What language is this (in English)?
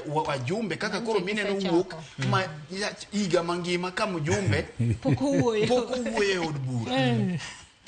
Luo (Kenya and Tanzania)